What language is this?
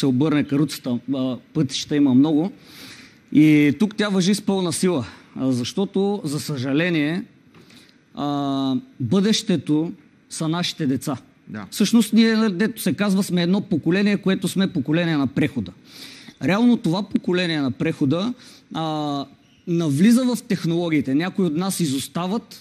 Bulgarian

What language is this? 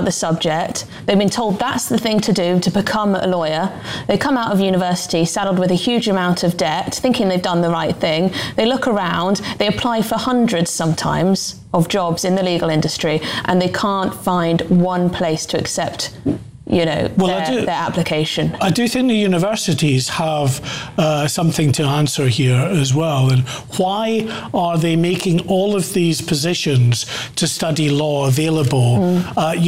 English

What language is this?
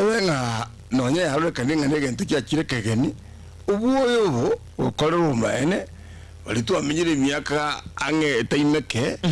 Gusii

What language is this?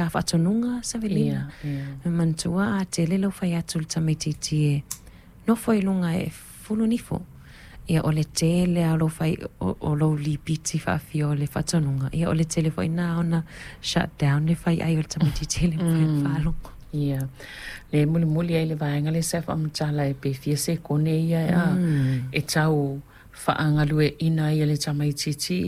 Samoan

